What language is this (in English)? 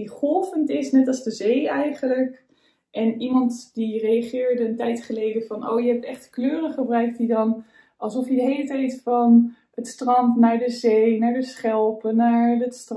Dutch